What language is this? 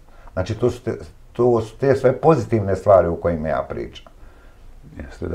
Bosnian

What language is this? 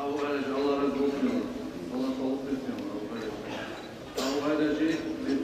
Kumyk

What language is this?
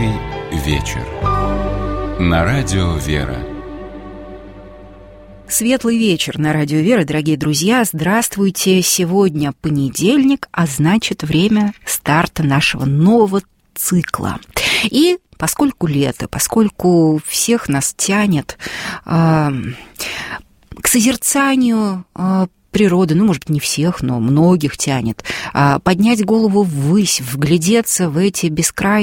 Russian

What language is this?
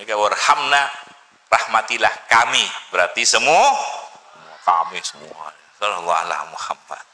Madurese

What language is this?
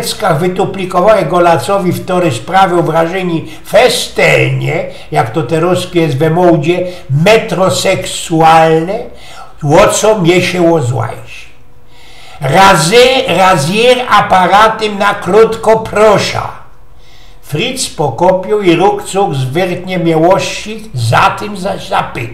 Silesian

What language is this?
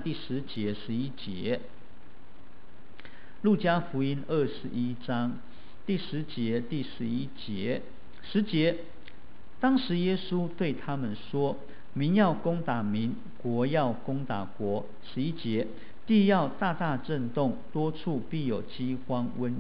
Chinese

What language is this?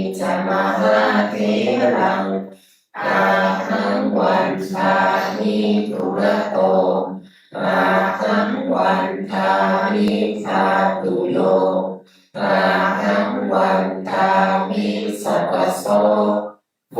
Pali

